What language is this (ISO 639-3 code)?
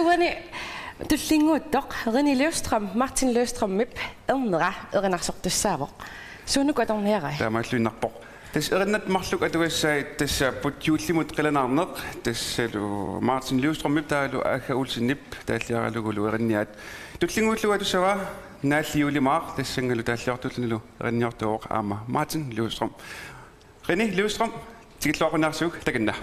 kal